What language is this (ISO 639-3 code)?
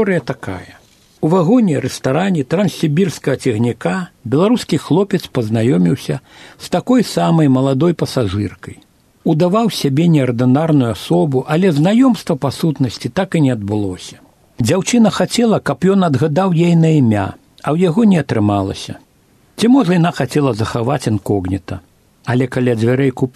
bel